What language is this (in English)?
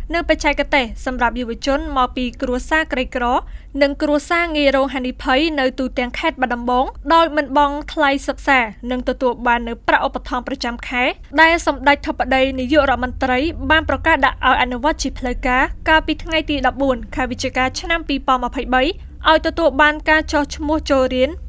Khmer